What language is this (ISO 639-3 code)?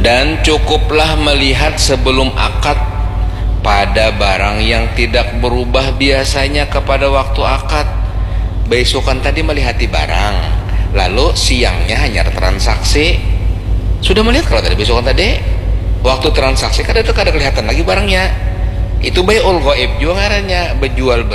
bjn